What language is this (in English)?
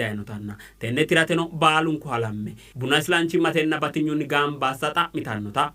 Sidamo